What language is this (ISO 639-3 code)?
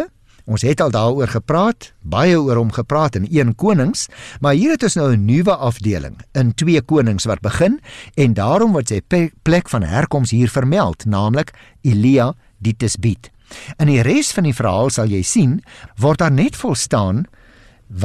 afr